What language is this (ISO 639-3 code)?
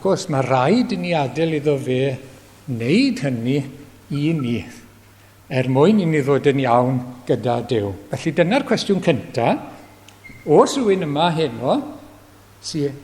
cym